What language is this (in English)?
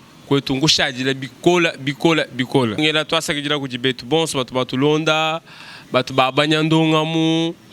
Luba-Lulua